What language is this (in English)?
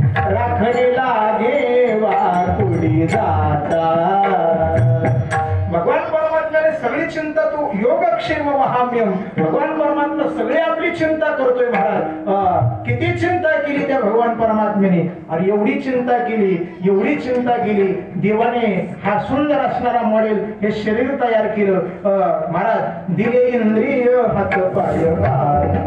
Marathi